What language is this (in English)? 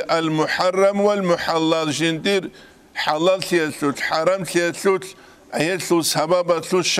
Avaric